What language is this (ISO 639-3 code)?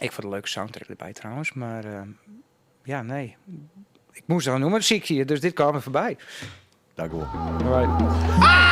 fry